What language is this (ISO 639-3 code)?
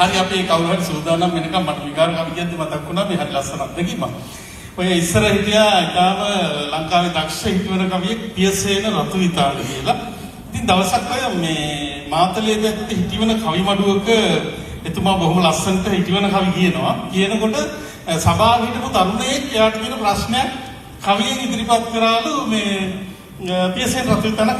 sin